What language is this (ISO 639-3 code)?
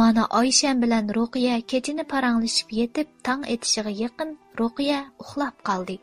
uig